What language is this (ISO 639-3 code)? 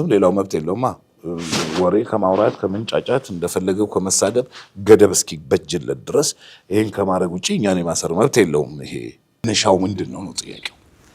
amh